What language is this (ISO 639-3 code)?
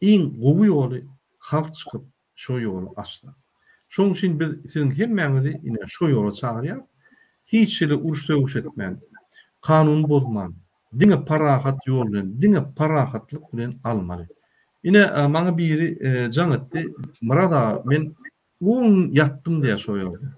tuk